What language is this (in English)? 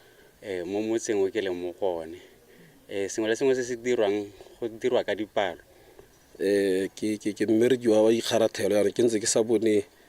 Tswana